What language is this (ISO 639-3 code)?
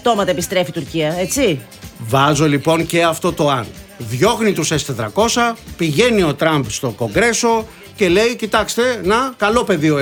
ell